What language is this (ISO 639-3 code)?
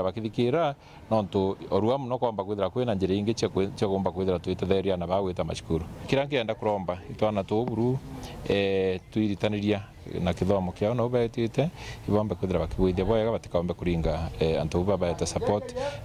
mer